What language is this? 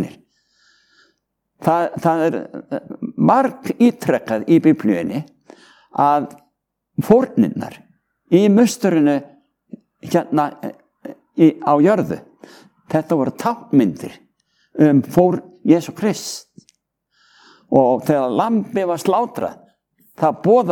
Icelandic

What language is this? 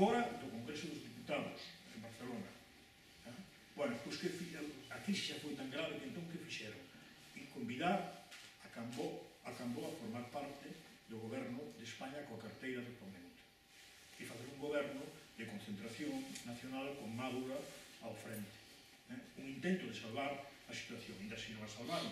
Galician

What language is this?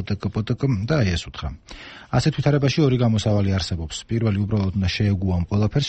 Georgian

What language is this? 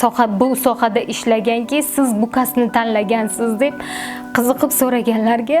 Uzbek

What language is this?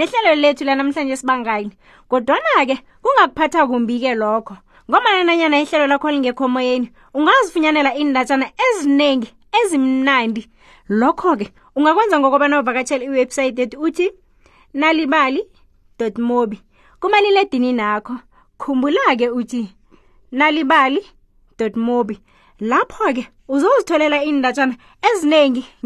South Ndebele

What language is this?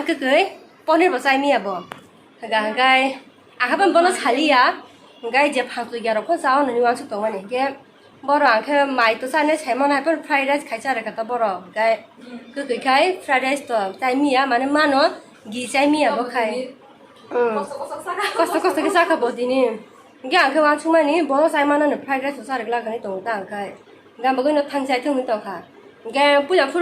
Kok Borok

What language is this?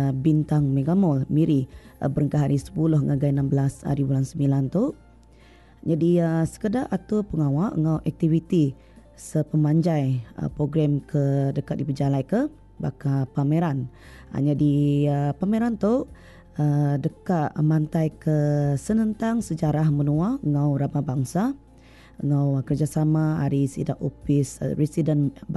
Iban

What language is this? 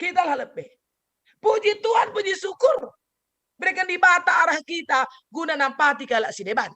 Batak Karo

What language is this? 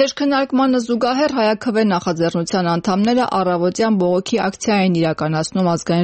Armenian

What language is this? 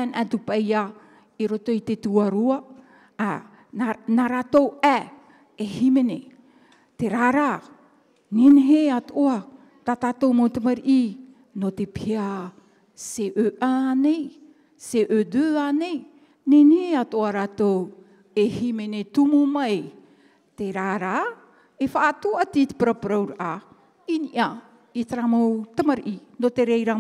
Tahitian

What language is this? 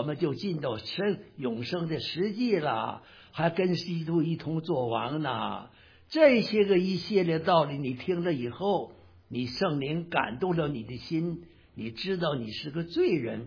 Chinese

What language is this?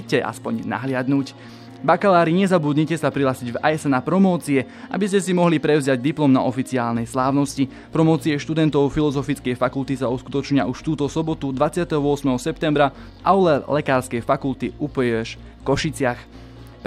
Slovak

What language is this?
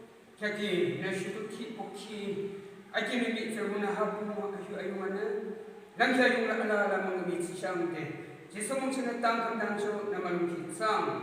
Yimchungru Naga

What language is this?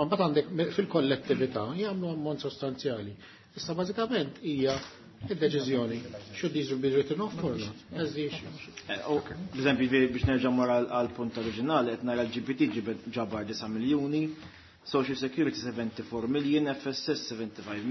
Maltese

